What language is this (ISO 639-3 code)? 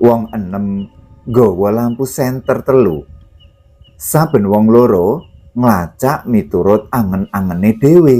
jav